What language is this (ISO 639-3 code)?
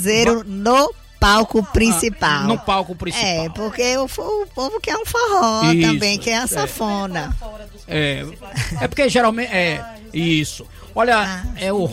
por